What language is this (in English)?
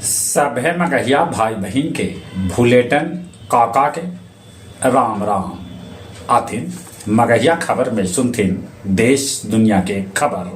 Magahi